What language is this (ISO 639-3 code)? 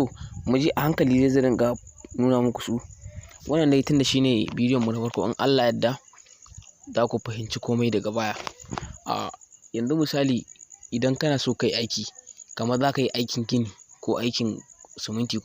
hau